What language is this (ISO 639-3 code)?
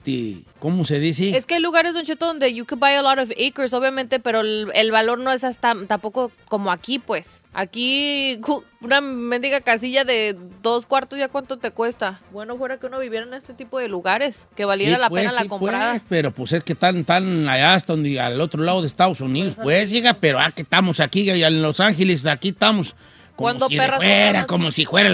spa